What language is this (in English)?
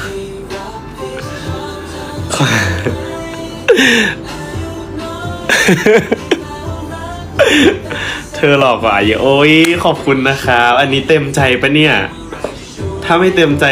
Thai